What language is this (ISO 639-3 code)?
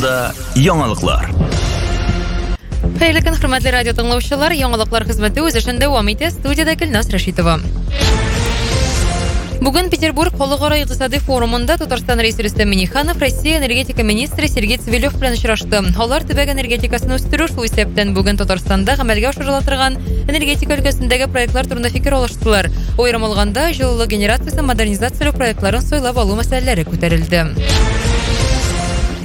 tat